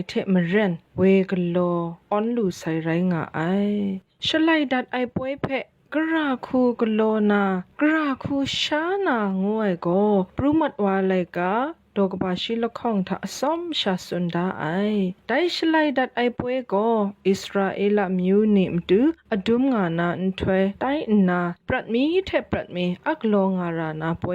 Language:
Kachin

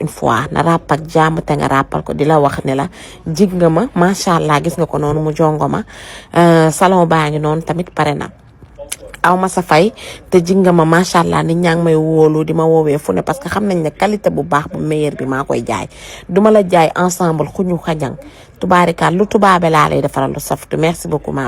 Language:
Wolof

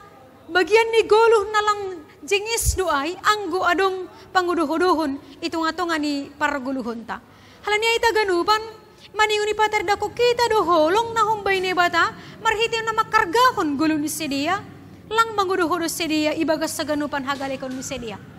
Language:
Batak Simalungun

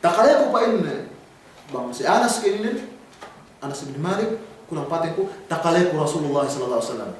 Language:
Yakan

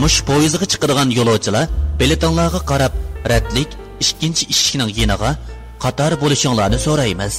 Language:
Uyghur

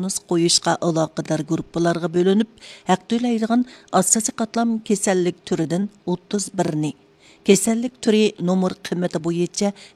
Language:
Uyghur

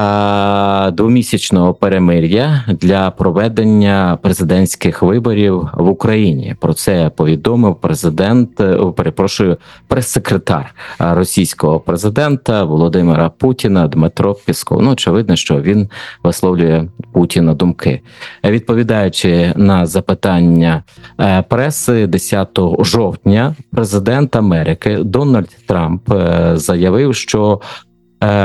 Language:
Ukrainian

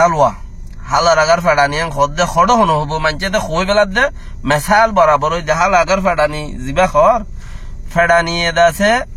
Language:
Rohingya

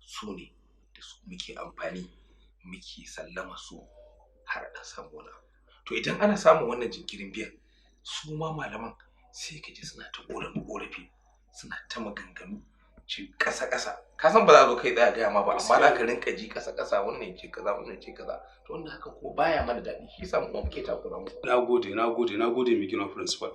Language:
Hausa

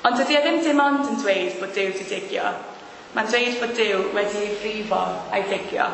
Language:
Welsh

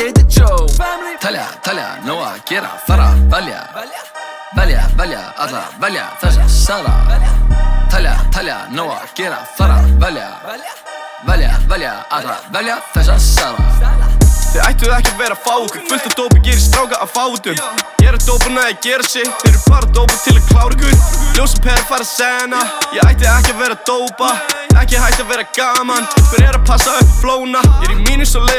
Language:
Icelandic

